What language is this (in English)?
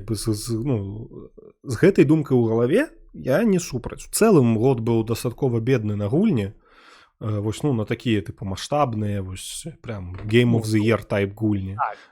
Belarusian